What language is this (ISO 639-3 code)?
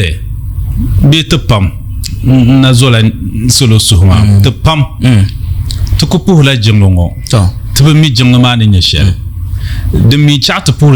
dag